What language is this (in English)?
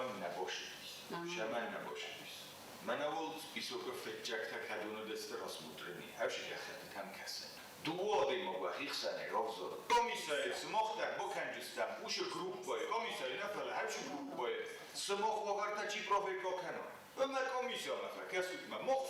Ossetic